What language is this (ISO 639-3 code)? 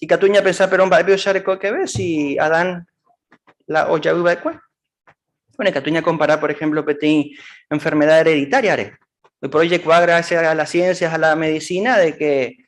grn